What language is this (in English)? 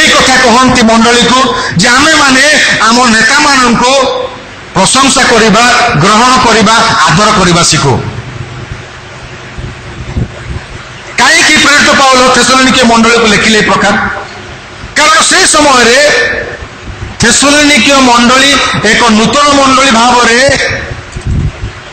Odia